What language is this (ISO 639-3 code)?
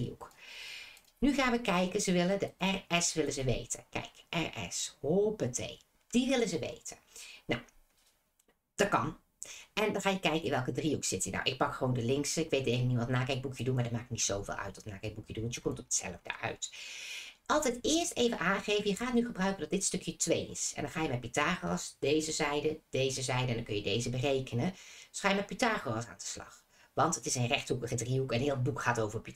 nld